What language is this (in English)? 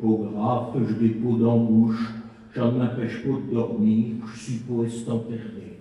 Picard